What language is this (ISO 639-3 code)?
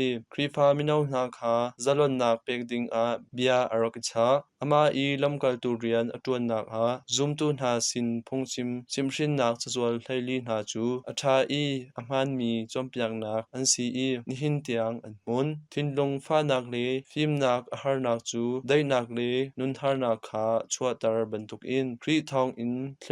cnh